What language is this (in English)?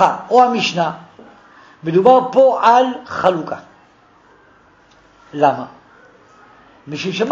Hebrew